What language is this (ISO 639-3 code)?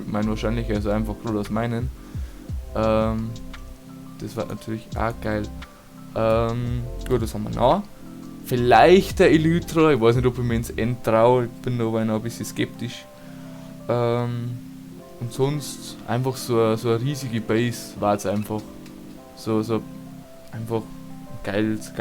bar